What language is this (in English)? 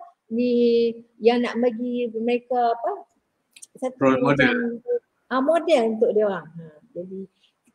Malay